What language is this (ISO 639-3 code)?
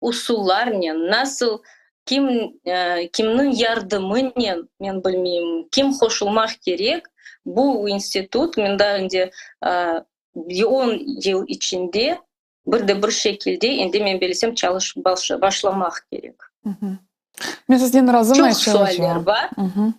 crh